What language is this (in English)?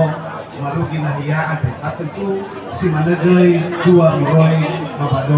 Nias